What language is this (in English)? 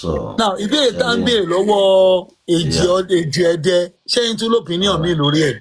Yoruba